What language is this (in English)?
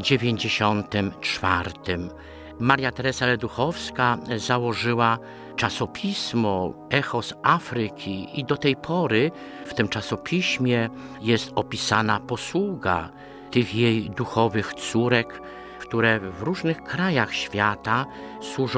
Polish